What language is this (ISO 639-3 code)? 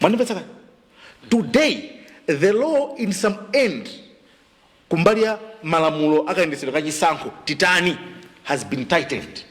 nya